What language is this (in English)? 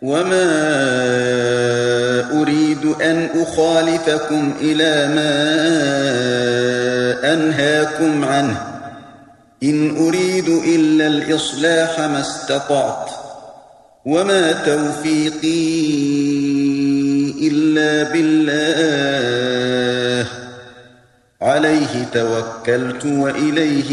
Arabic